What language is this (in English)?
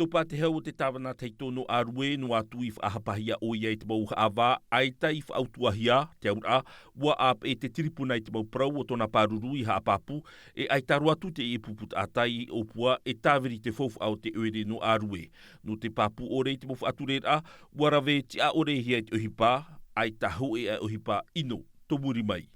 Tahitian